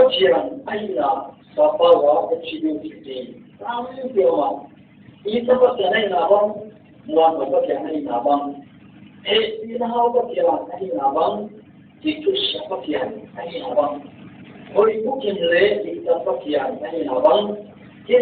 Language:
Paite Chin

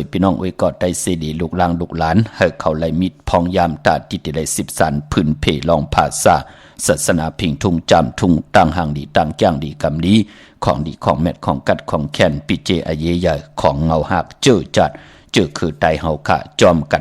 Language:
Shan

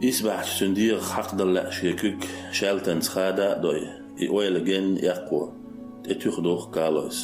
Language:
Chechen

